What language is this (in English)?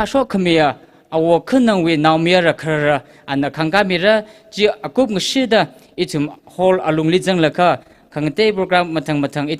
Tangkhul Naga (India)